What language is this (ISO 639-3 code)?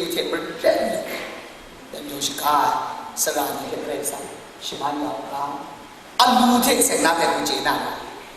kac